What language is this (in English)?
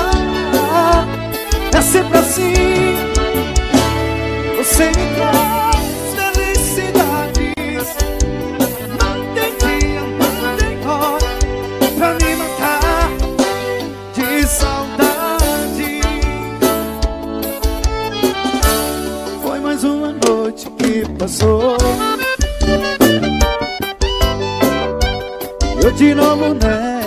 Portuguese